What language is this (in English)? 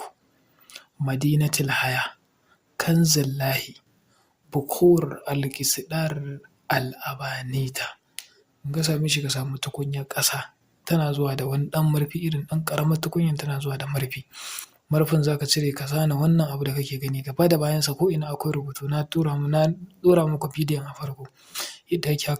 Hausa